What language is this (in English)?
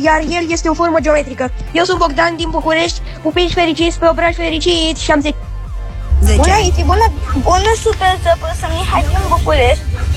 Romanian